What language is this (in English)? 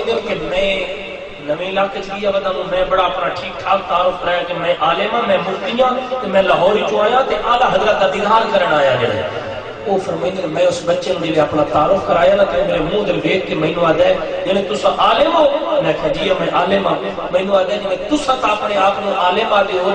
Saraiki